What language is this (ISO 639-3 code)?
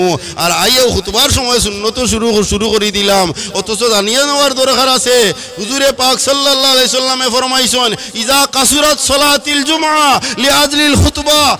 syl